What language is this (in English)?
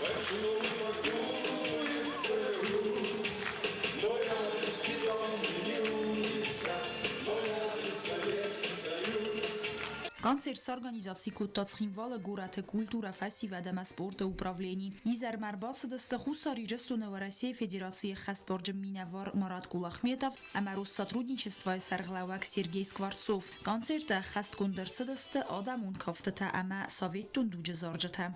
Ossetic